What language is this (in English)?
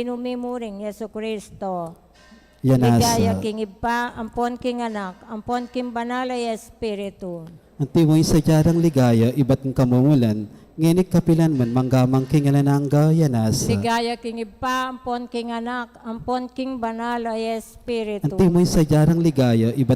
Pampanga